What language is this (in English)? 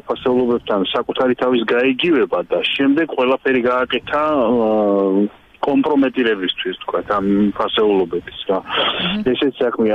Georgian